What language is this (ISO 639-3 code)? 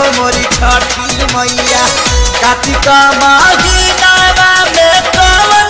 bho